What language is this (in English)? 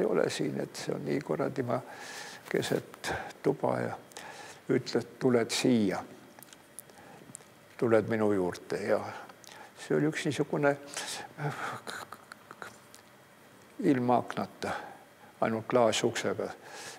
Estonian